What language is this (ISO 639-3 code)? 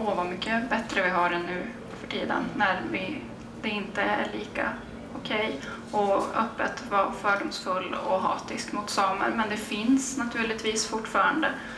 swe